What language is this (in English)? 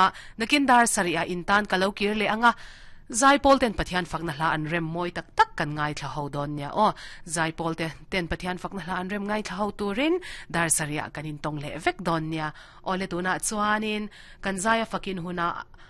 Mizo